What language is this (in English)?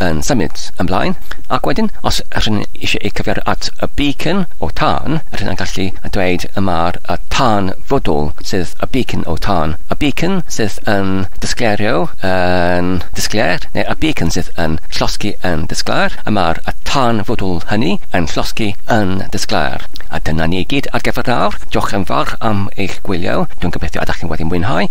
Welsh